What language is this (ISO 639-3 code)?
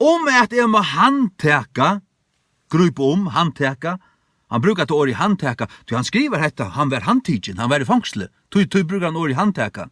fao